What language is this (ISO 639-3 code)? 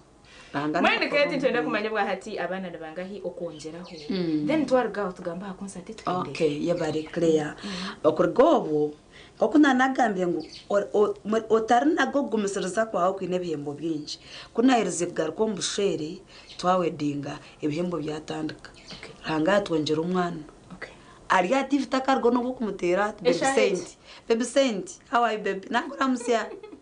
nyn